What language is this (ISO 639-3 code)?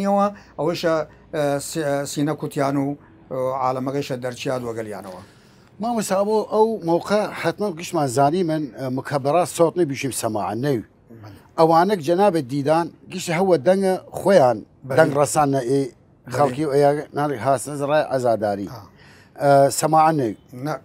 sdh